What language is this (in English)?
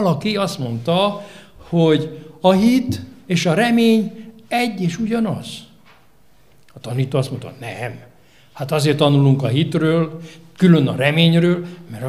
Hungarian